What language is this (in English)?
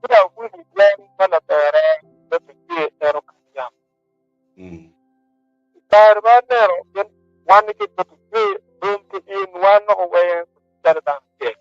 Acoli